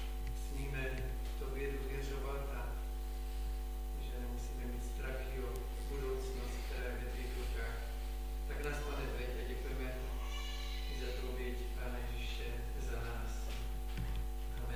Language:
Czech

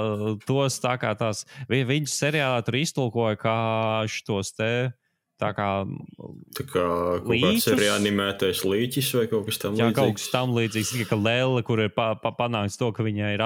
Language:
Latvian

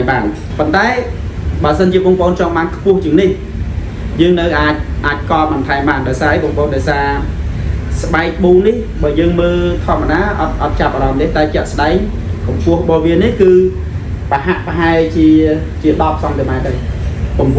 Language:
Khmer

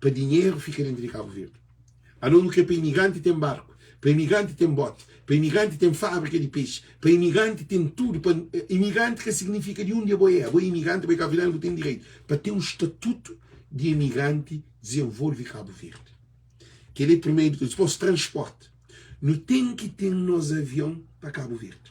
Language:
Kabuverdianu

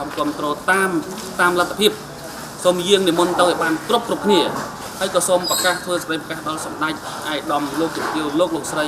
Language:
Khmer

